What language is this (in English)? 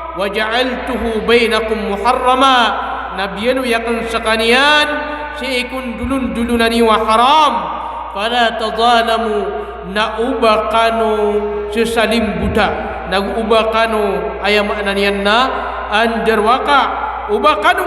Maranao